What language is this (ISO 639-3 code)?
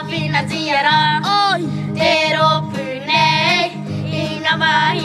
mri